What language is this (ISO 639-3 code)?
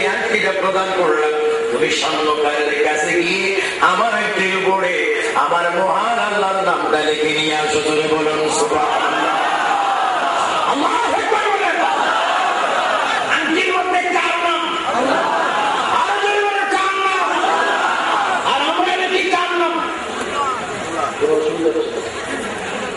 ben